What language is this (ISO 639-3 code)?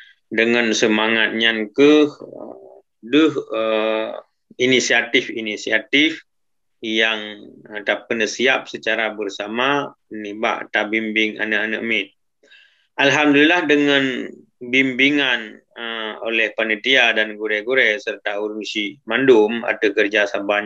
ace